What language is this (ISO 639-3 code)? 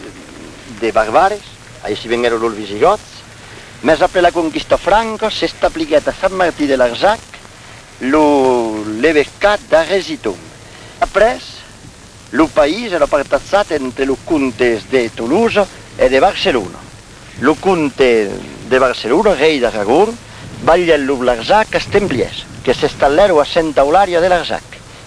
oci